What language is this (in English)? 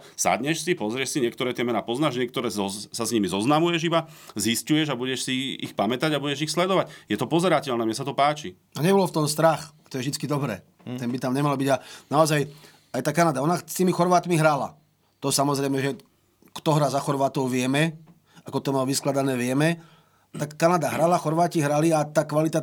Slovak